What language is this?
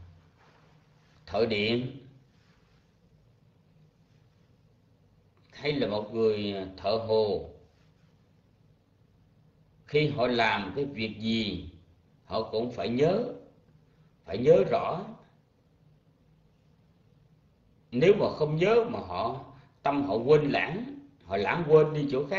Vietnamese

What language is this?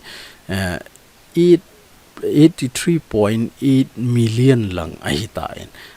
Thado Chin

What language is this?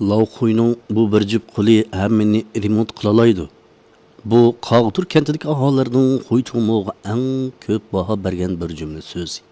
Uyghur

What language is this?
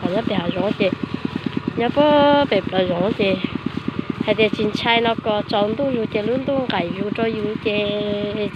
Hmong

